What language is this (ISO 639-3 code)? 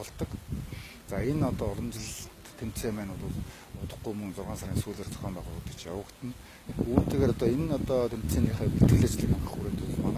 mon